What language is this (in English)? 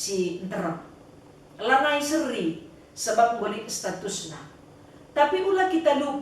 Batak Karo